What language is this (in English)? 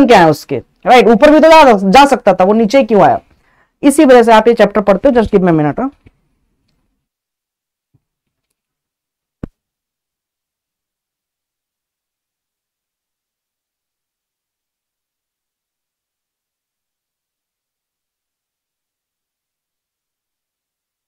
Hindi